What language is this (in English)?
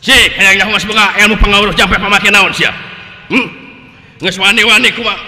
Sundanese